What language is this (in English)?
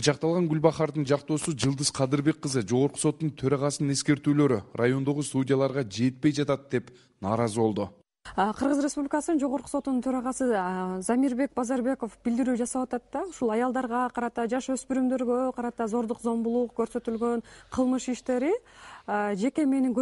Kyrgyz